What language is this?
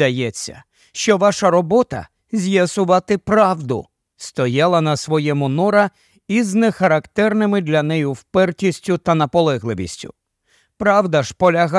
Ukrainian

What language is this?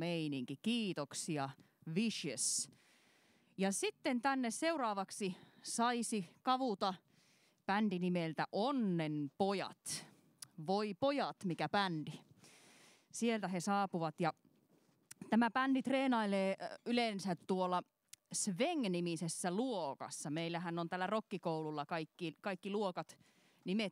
Finnish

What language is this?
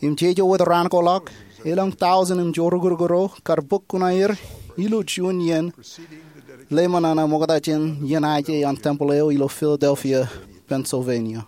Marshallese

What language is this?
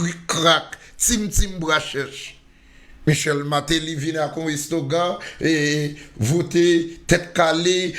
Haitian Creole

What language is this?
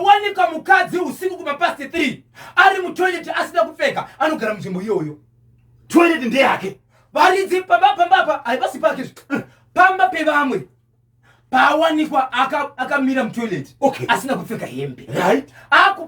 Shona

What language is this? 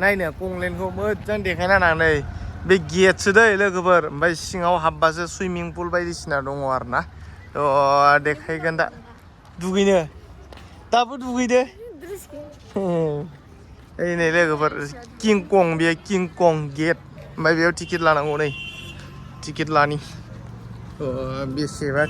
Bodo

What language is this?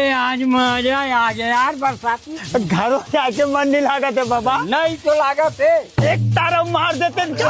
Chhattisgarhi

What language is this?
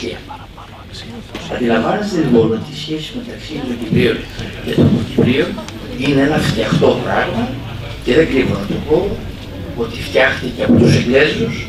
Greek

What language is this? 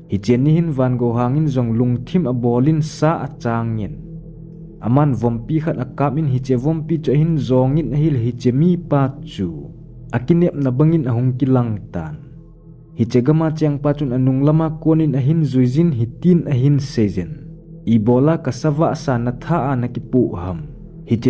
Thado Chin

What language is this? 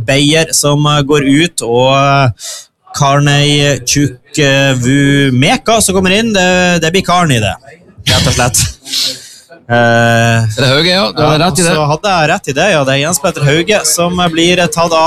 Norwegian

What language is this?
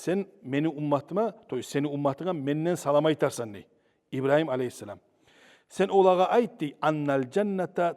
Kumyk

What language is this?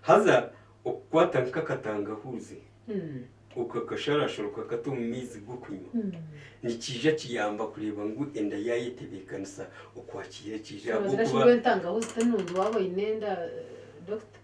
Nyankole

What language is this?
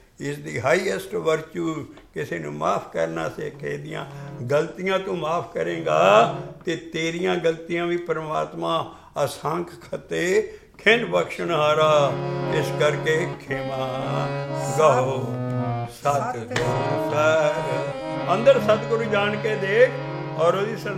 Punjabi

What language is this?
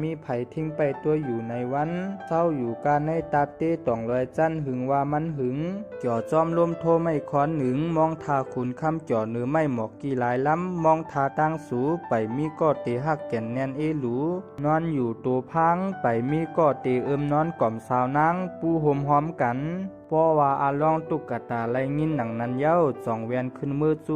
Shan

